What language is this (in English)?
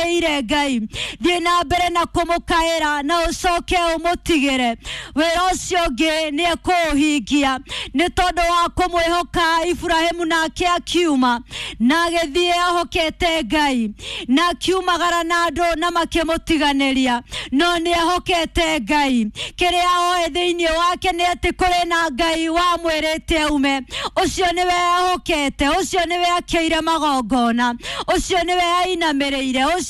Kikuyu